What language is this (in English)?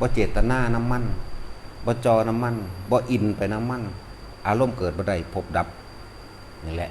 Northeastern Thai